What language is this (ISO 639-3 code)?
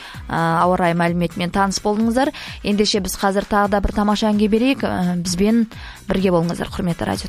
kaz